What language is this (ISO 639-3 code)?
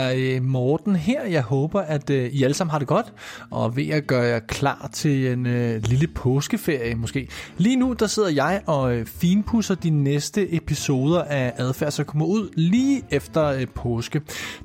dan